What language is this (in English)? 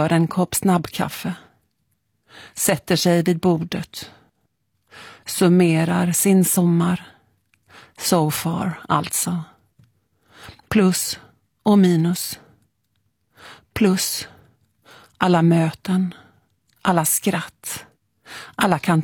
Swedish